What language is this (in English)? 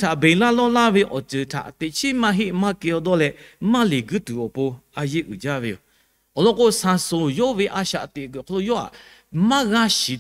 Lahu